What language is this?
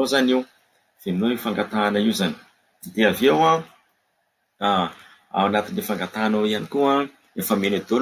Malagasy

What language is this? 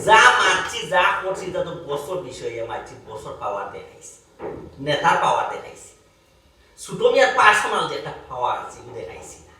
Sylheti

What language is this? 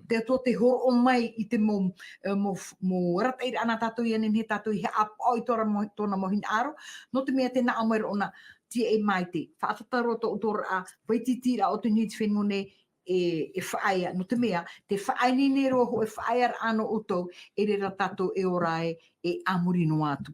Tahitian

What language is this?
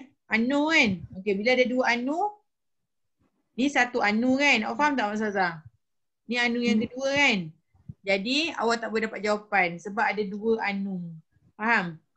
Malay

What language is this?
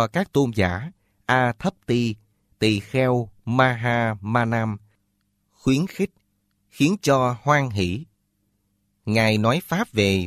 Vietnamese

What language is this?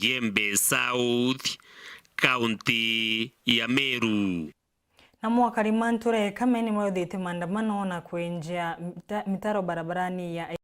Meru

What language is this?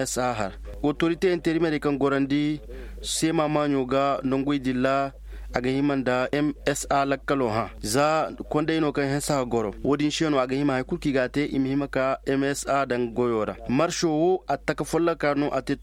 Koyraboro Senni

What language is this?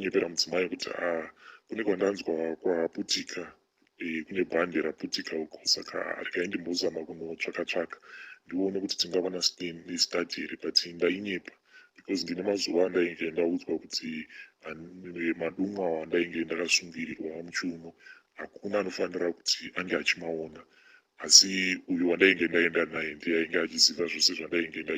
Shona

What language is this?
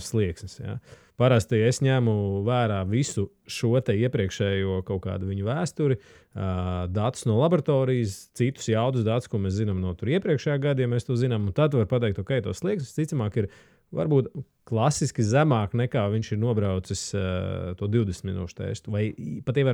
Latvian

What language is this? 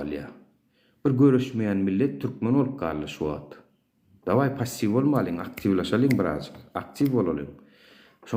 Turkmen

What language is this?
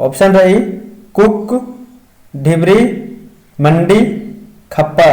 Kurukh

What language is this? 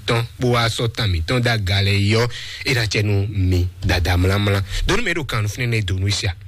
Fon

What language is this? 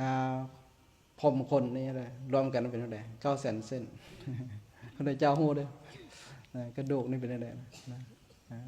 Lao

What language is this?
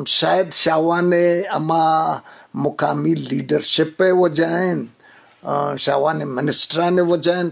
Eastern Balochi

